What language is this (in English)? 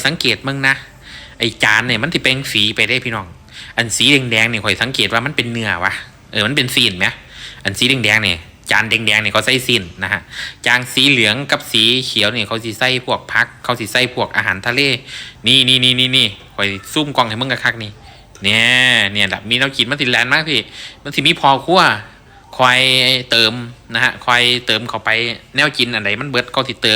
Lao